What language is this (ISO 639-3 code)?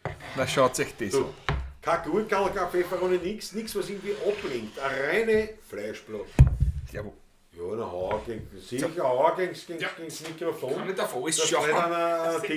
bar